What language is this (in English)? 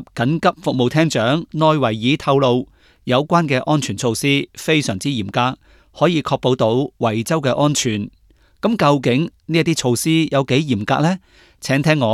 Cantonese